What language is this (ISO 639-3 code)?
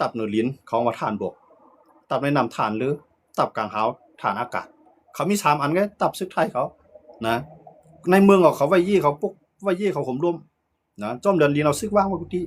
shn